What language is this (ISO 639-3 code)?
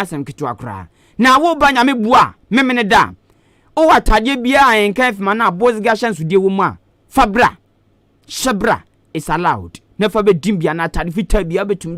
aka